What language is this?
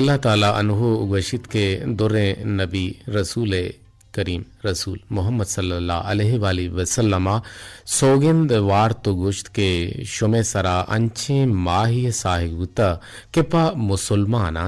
Eastern Balochi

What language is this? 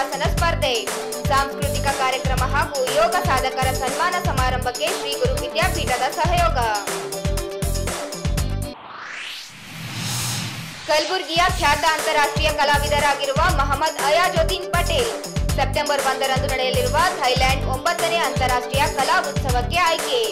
Kannada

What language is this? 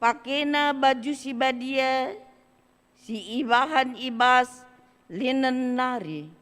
Batak Karo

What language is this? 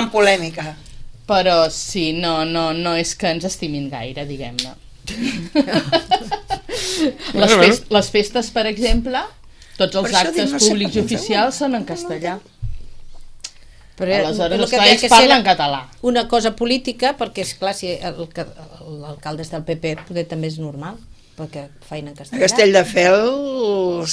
Catalan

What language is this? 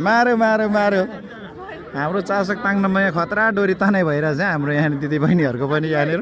Nepali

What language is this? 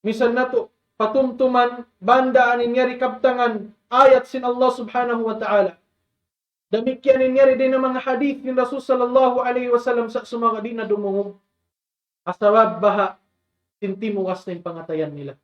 Tausug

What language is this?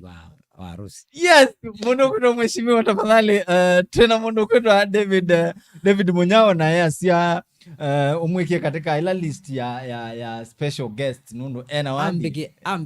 Kamba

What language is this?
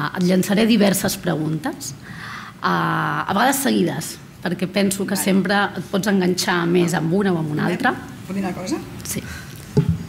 Catalan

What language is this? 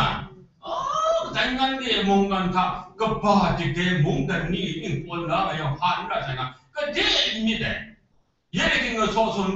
Kachin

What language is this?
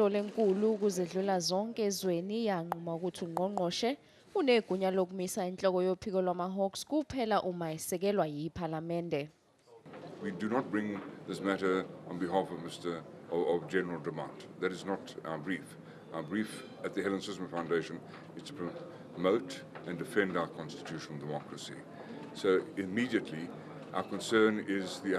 Zulu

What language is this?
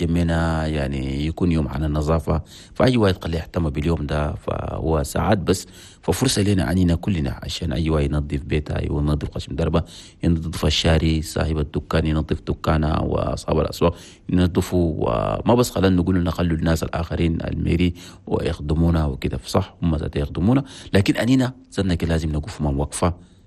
Chadian Arabic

